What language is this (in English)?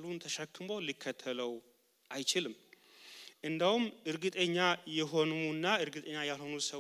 Amharic